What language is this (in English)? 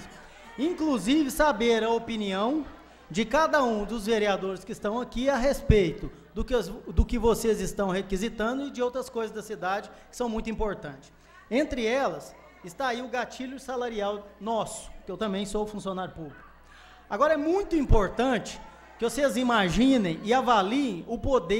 Portuguese